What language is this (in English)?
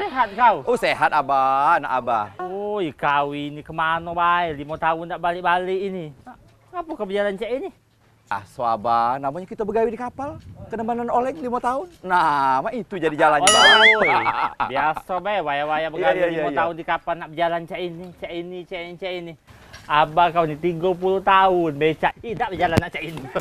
Musi